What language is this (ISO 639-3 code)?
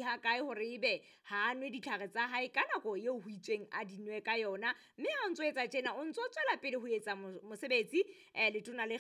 sot